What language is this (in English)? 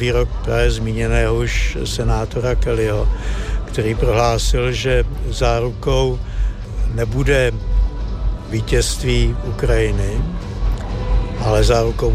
Czech